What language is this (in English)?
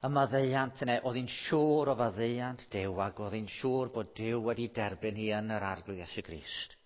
Welsh